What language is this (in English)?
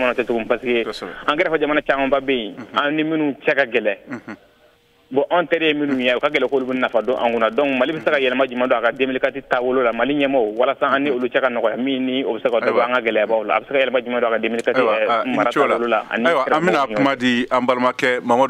Bambara